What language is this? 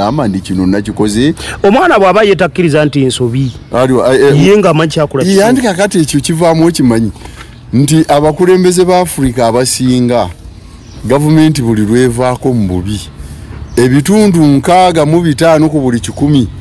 Ganda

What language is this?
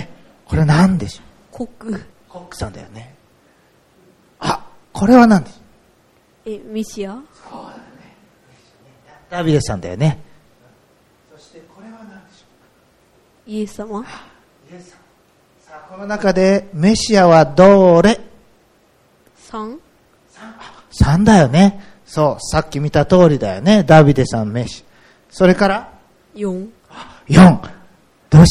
Japanese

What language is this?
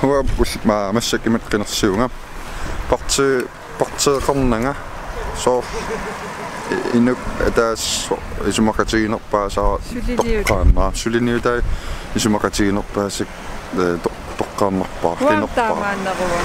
Kalaallisut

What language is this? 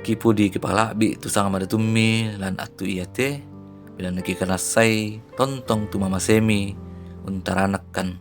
Toraja-Sa'dan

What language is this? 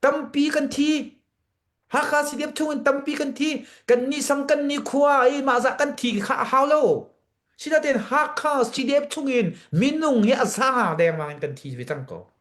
Hakha Chin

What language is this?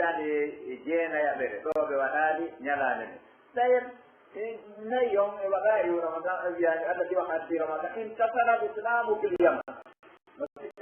Pular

